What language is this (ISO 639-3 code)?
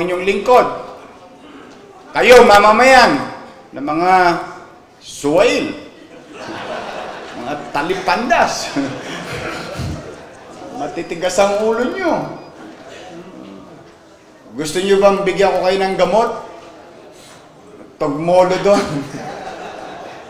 fil